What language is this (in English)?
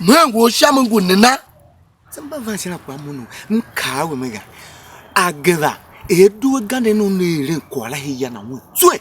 Tiv